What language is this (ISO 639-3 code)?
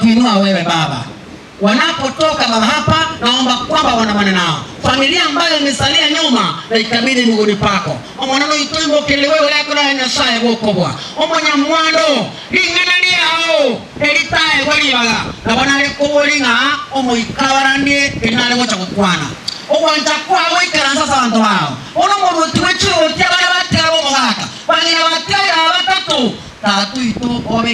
guz